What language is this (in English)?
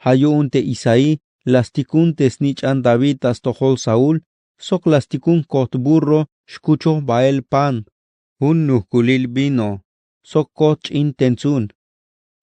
Tzeltal